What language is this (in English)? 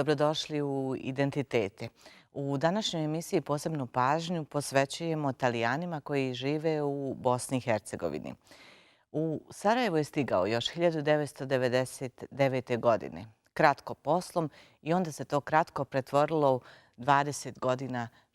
Bosnian